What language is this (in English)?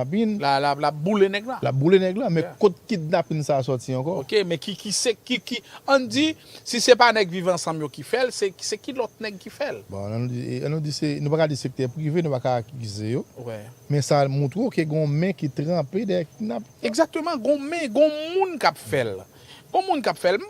Haitian Creole